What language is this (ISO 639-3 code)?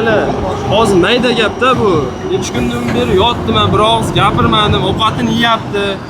uzb